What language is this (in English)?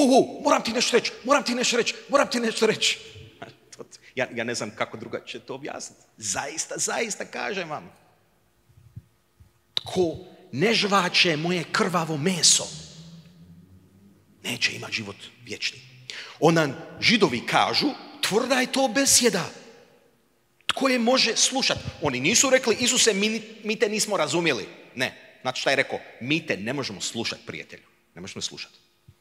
Croatian